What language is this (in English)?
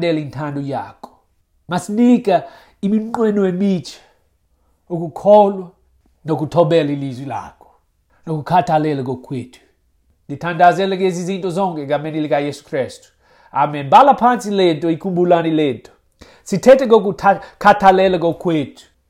Xhosa